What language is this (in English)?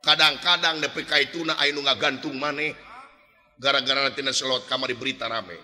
Sundanese